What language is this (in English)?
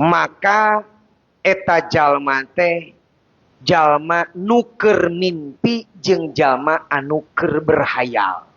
Sundanese